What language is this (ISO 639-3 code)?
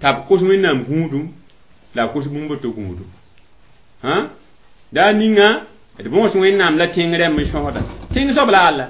mos